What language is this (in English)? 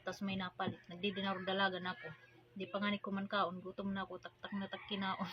Waray